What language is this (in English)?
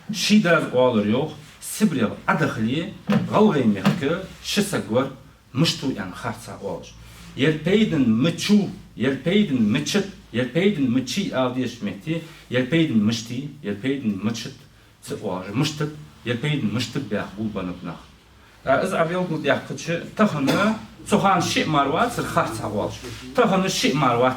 Ingush